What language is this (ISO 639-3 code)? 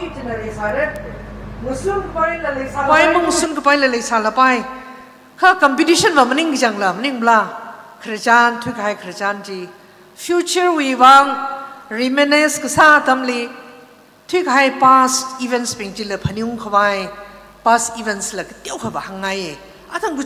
nmf